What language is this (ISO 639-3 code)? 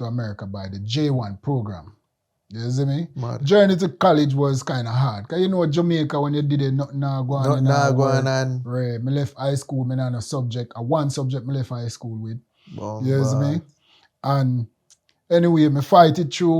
jam